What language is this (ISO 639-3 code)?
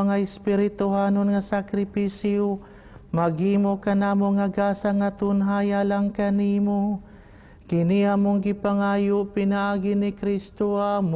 ceb